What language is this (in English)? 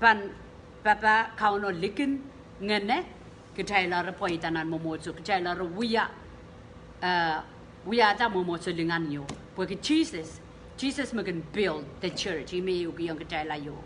Pohnpeian